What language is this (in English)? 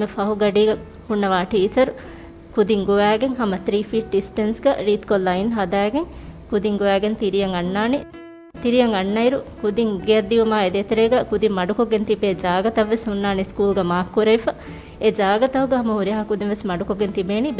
Divehi